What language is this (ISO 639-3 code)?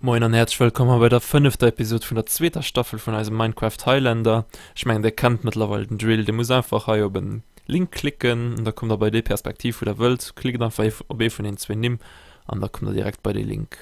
ltz